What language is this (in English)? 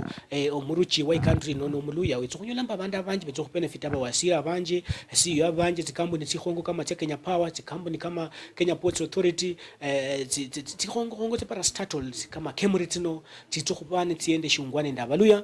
Luyia